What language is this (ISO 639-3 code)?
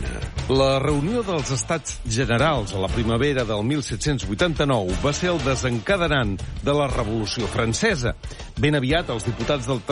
cat